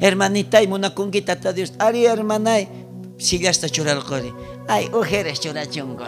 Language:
South Bolivian Quechua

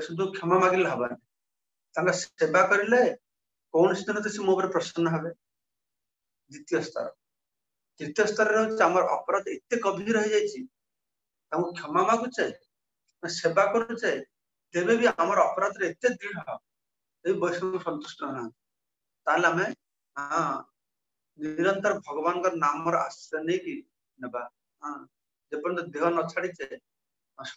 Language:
Odia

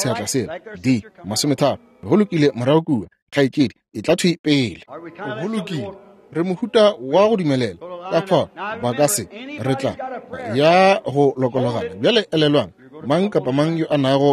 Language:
Northern Sotho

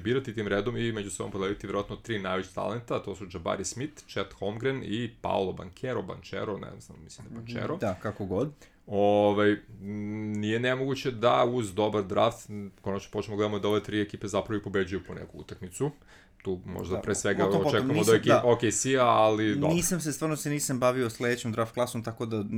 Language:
Serbian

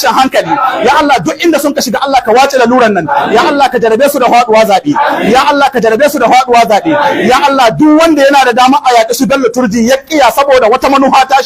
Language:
Hausa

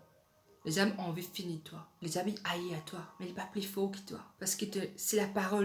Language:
Morisyen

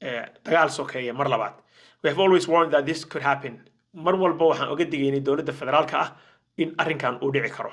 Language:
Somali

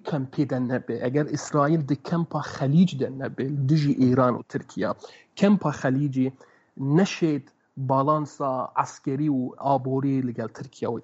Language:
Kurdish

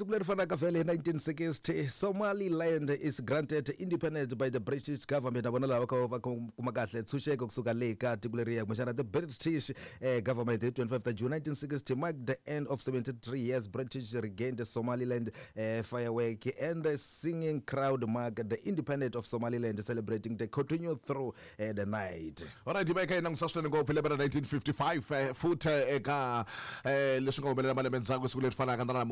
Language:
Tsonga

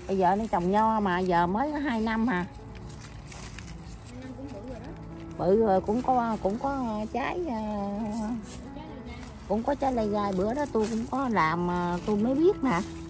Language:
Vietnamese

